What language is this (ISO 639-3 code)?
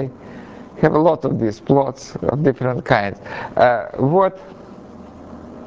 eng